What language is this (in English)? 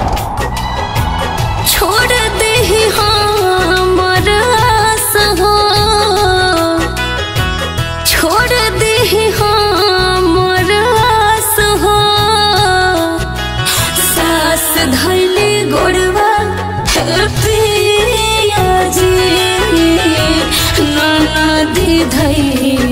Bhojpuri